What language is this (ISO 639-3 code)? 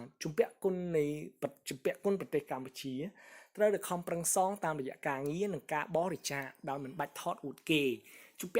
khm